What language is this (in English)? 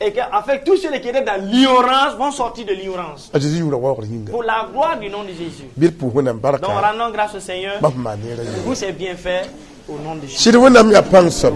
Mossi